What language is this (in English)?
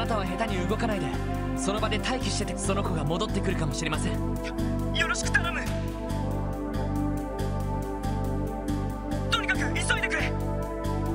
Japanese